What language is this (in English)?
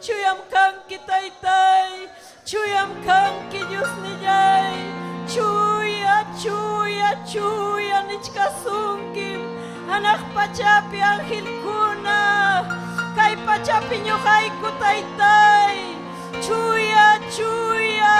Ayacucho Quechua